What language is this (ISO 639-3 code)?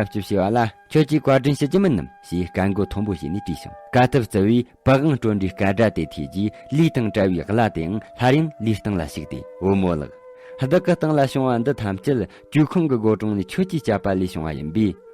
bod